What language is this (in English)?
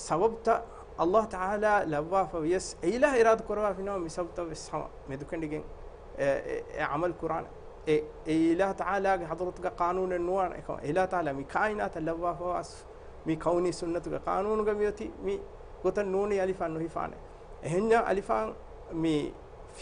Divehi